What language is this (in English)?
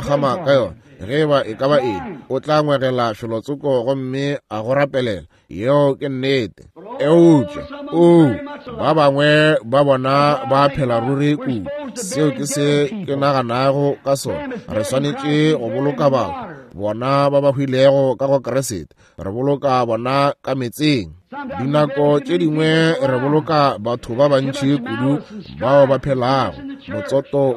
Northern Sotho